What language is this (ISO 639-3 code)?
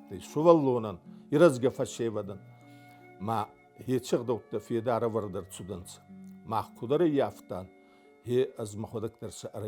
oss